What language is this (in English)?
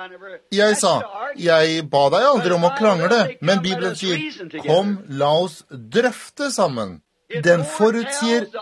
Norwegian